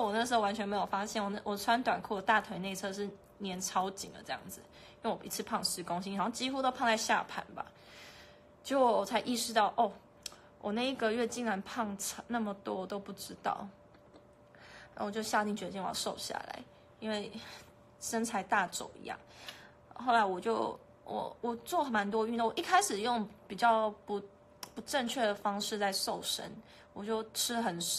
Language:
Chinese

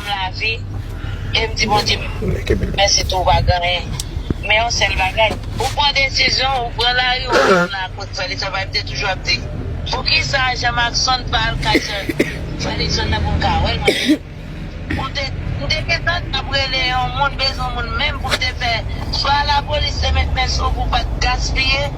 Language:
Haitian Creole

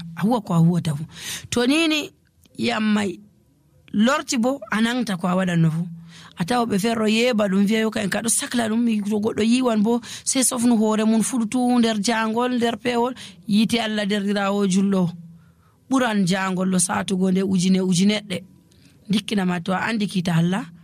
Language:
Nigerian Fulfulde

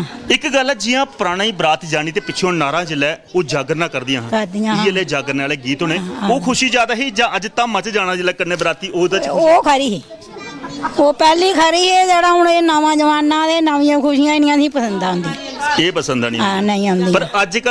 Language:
Dogri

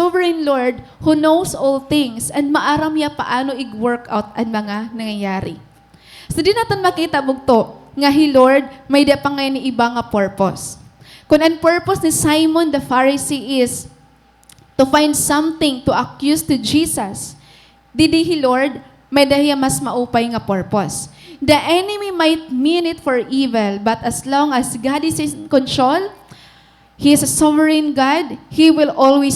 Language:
Waray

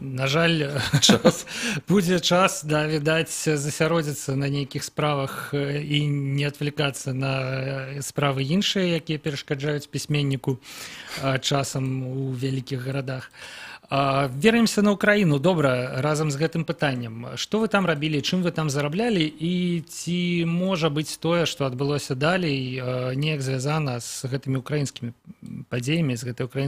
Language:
Belarusian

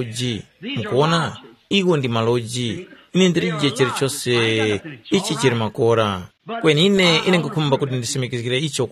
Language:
Tumbuka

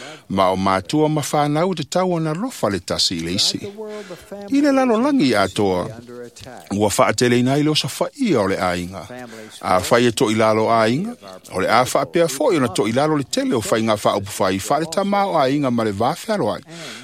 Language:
Samoan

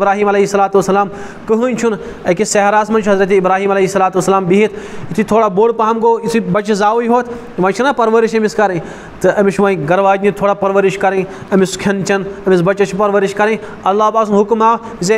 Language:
Kashmiri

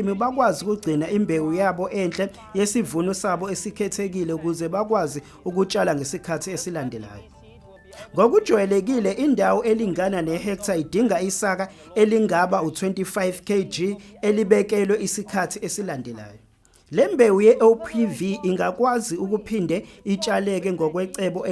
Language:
Zulu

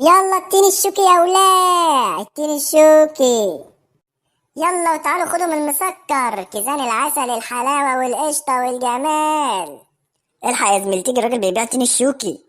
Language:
Egyptian Arabic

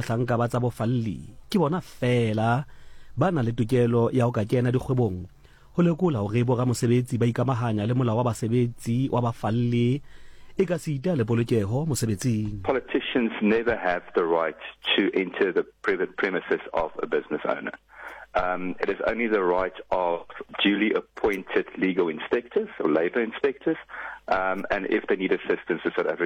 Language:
Southern Sotho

